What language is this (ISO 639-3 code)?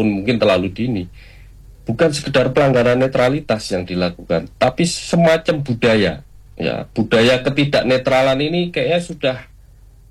ind